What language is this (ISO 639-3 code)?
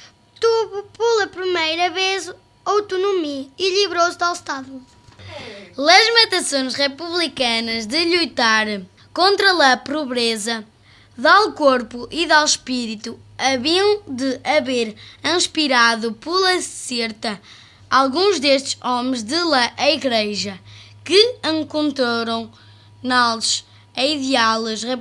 mwl